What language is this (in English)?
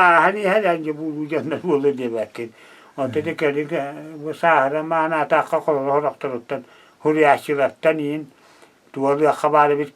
Yakut